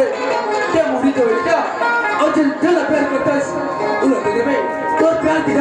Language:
Chhattisgarhi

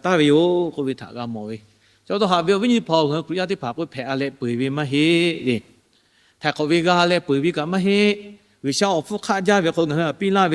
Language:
Lahu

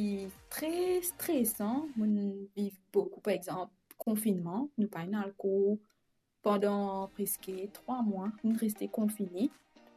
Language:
Morisyen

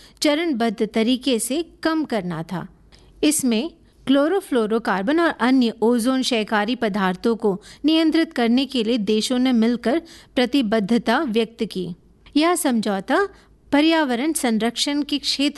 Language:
Hindi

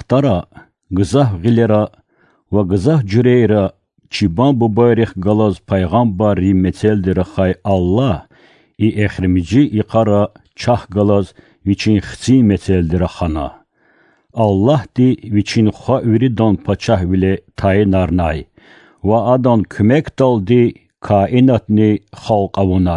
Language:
Lezghian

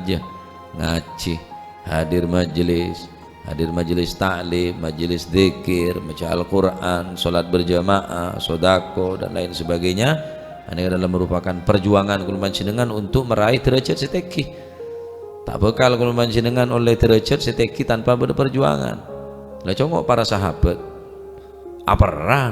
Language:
Madurese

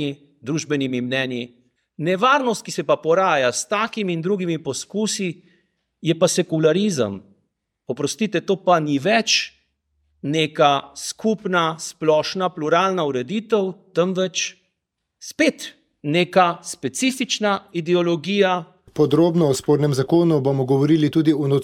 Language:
Slovenian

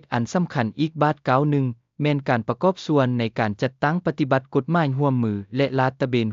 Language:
Lao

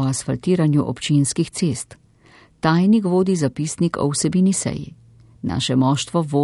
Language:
Slovenian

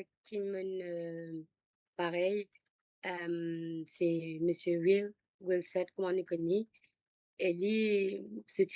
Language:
Morisyen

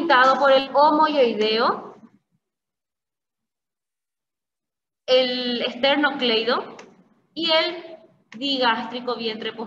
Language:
Spanish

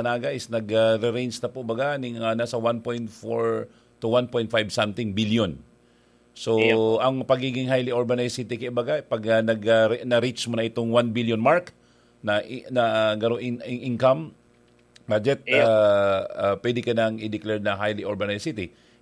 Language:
Bikol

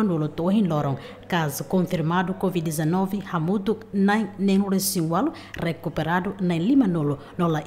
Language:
Tetum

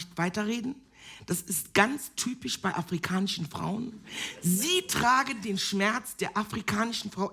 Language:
Swiss German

